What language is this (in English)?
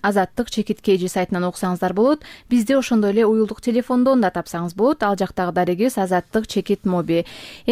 Kyrgyz